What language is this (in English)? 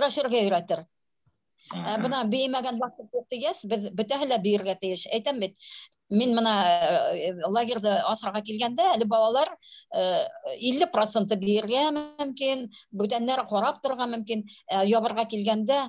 Bashkir